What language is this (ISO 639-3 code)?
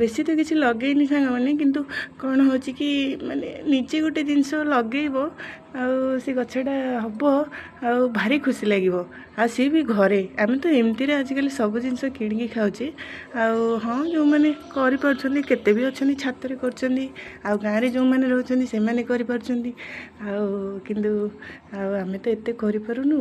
ori